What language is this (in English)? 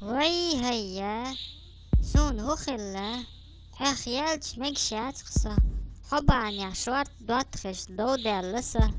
Chechen